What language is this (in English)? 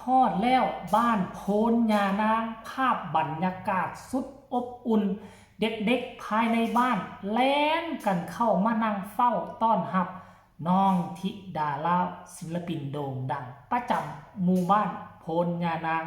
Northeastern Thai